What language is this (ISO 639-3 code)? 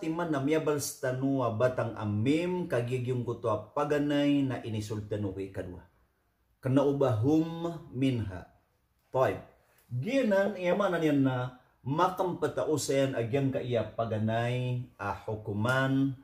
mrw